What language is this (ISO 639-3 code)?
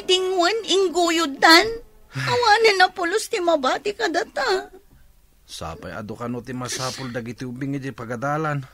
ilo